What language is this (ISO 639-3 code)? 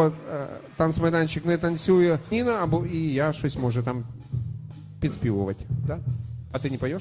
ukr